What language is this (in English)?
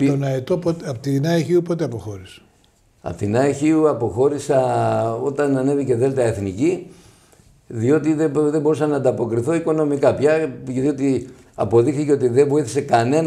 Greek